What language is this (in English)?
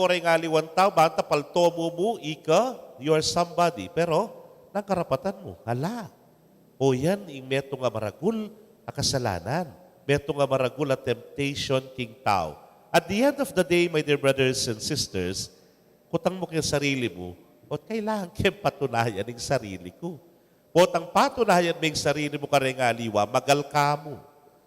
Pampanga